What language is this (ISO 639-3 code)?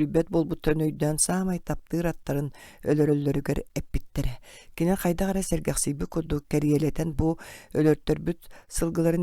sah